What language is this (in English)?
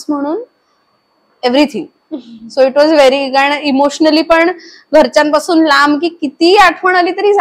Marathi